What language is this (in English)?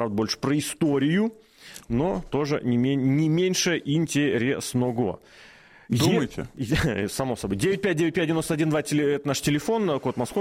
Russian